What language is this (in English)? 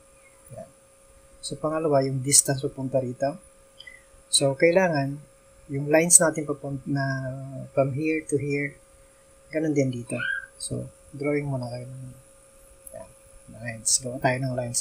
Filipino